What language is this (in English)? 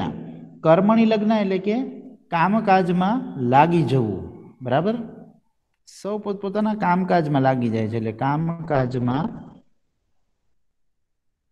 Gujarati